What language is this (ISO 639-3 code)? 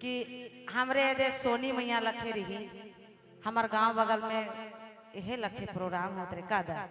sck